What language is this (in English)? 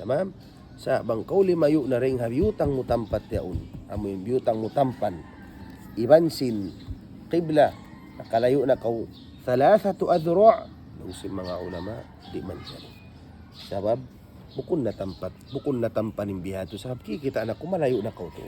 Tausug